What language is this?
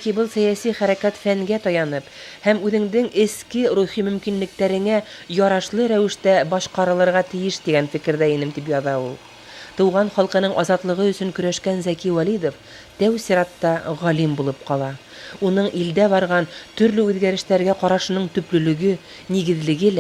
Bashkir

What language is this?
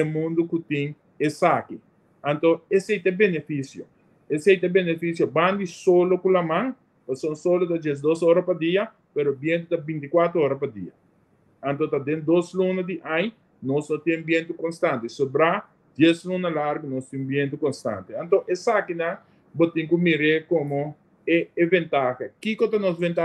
Papiamento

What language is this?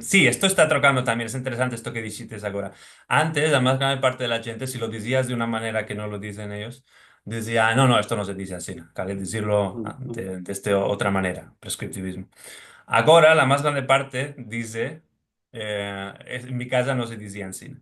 Ladino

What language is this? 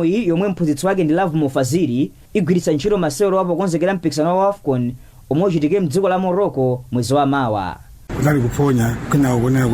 Nyanja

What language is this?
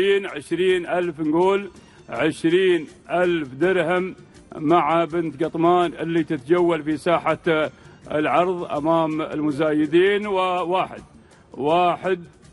Gulf Arabic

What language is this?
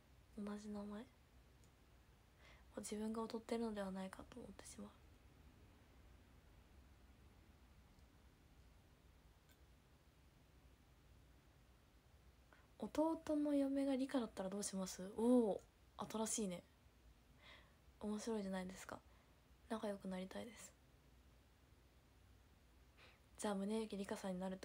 Japanese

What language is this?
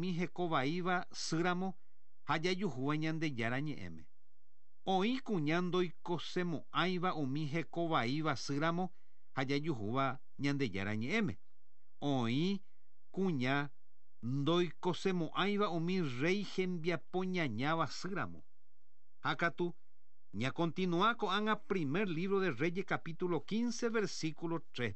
Guarani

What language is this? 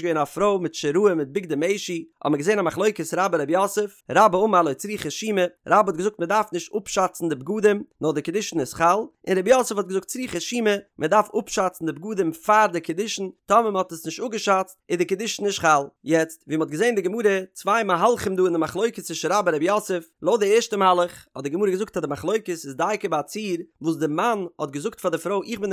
Yiddish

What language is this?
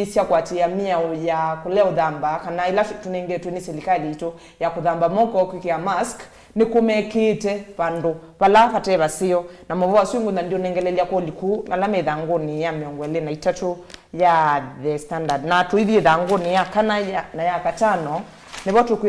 Kamba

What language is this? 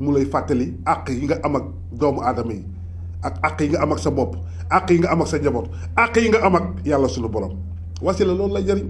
Wolof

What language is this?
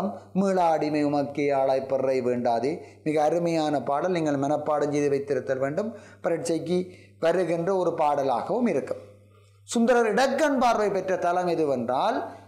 Tamil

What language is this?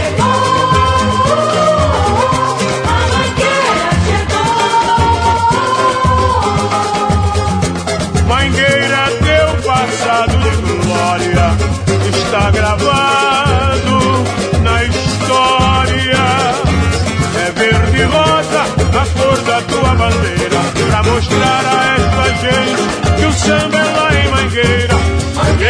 Portuguese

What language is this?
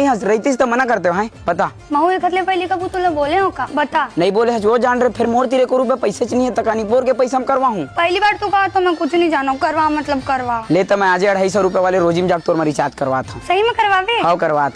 Chhattisgarhi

